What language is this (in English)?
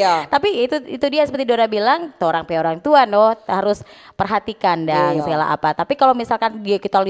Manado Malay